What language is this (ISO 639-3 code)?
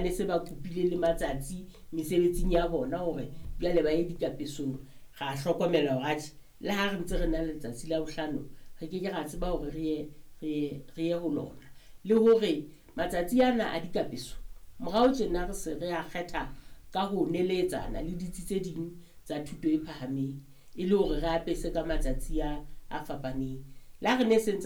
sot